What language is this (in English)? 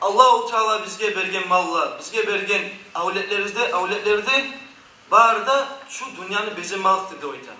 Kumyk